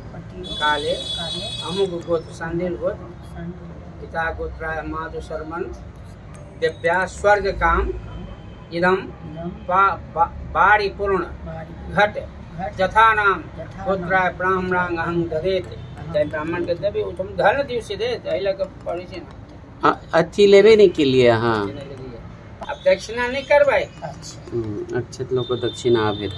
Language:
Maithili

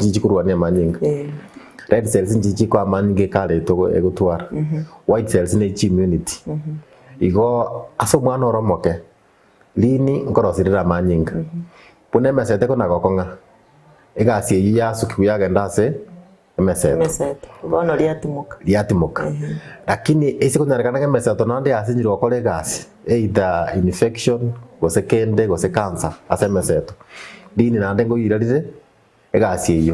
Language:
Gusii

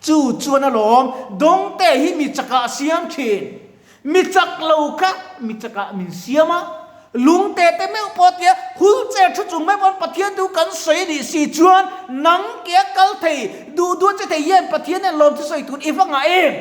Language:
Mizo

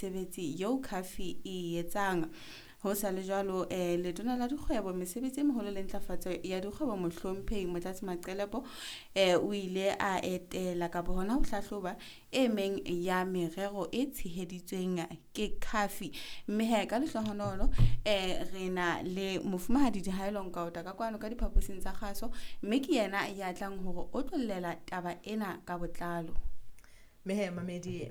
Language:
Southern Sotho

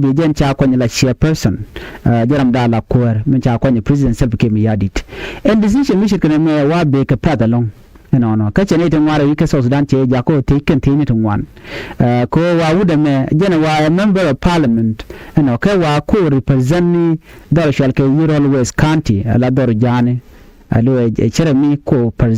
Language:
Nuer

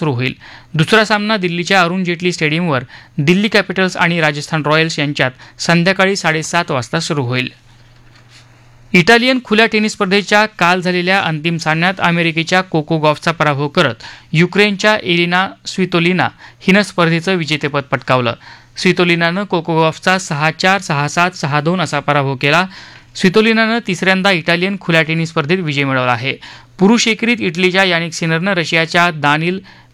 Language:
Marathi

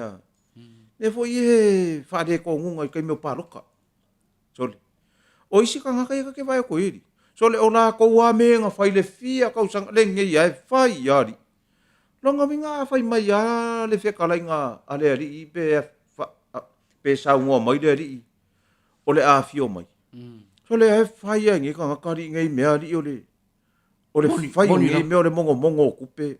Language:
Samoan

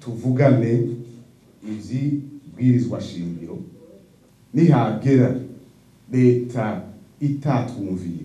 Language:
Rundi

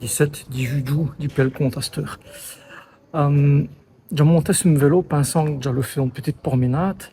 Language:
Walloon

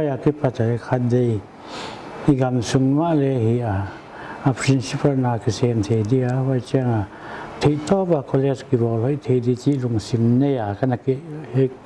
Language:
Paite Chin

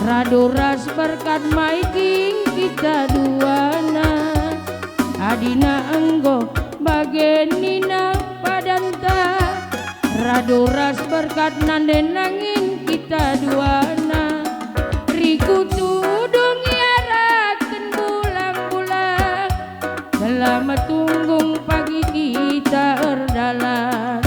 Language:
Batak Karo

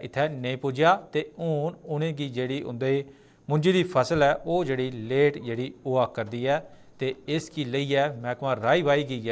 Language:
Dogri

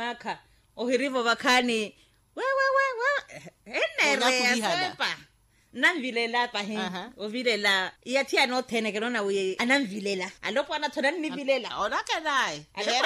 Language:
Makhuwa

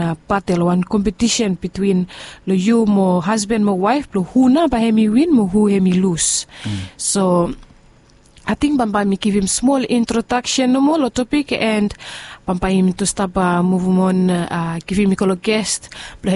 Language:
Bislama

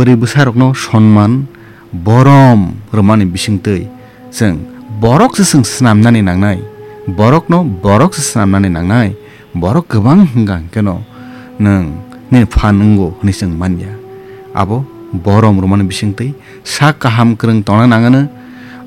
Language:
Kok Borok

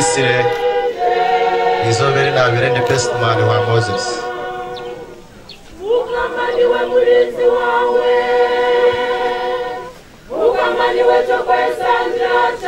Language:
Kinyarwanda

